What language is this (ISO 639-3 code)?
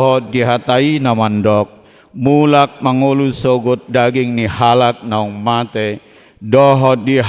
bbc